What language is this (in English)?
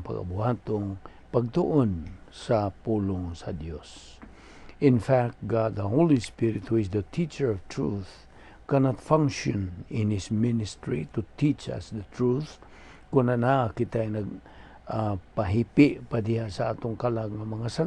Cebuano